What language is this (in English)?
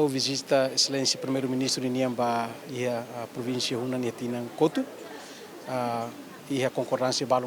Tetum